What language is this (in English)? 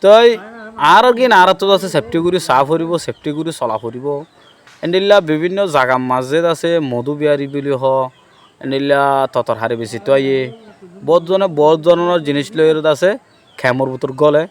Rohingya